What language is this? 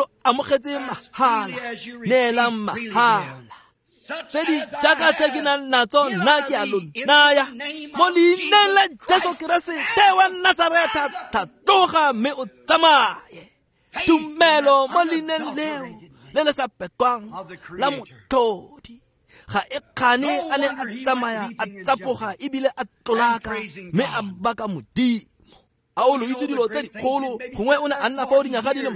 Tswana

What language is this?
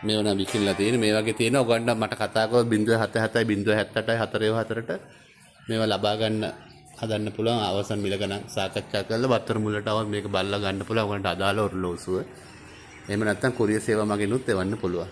Sinhala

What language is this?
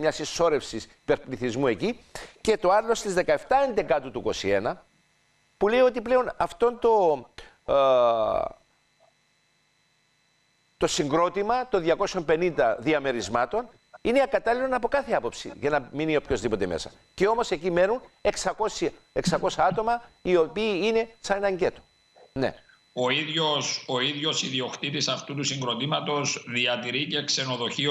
Greek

